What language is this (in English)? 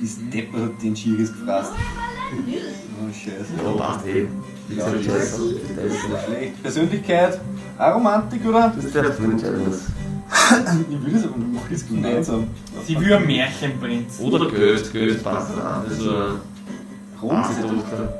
Bavarian